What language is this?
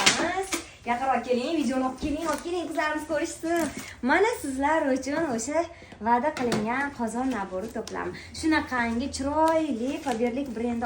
Uzbek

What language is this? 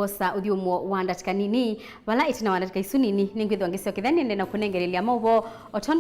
Kamba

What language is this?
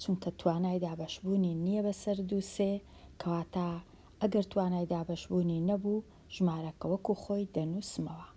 Central Kurdish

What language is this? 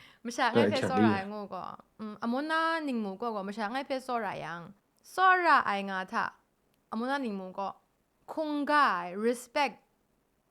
Kachin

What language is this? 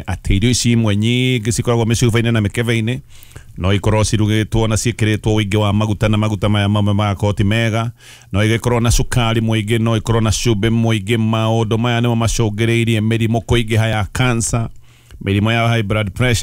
Kikuyu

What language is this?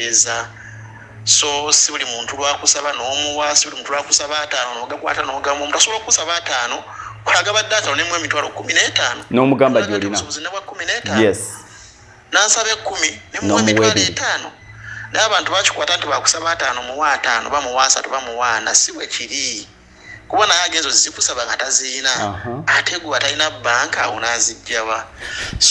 Ganda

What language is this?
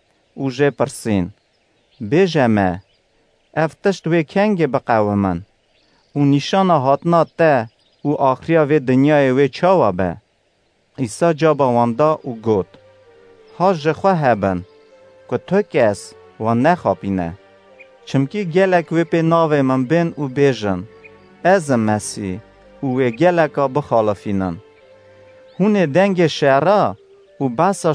Kurdish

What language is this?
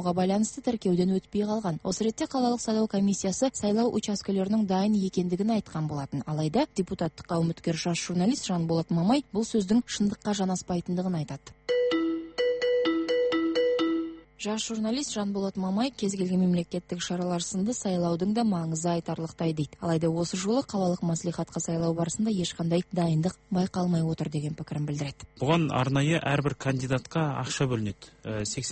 Kazakh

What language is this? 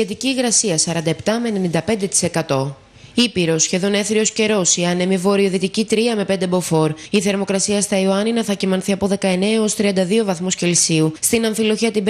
Greek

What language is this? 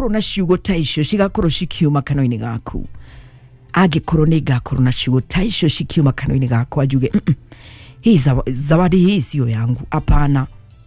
Kikuyu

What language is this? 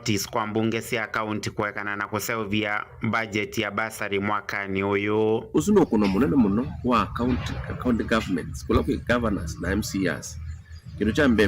Kamba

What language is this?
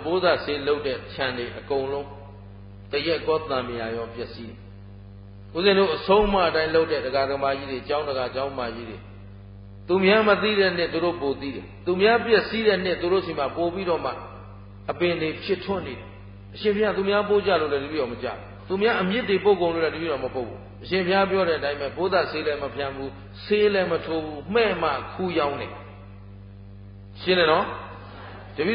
Burmese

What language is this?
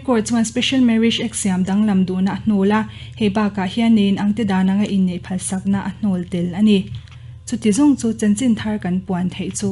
Mizo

